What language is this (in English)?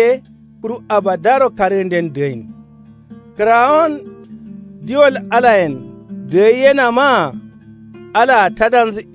Kanuri